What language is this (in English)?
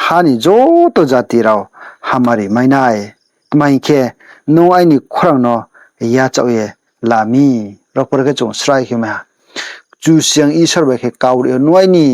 Riang (India)